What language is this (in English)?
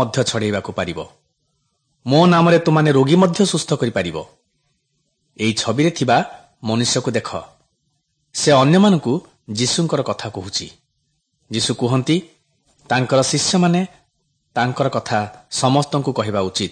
Odia